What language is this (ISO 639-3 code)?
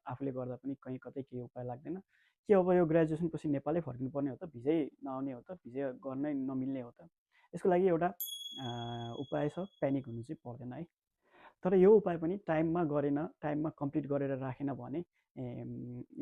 nep